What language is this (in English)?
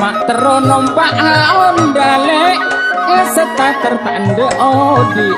Madurese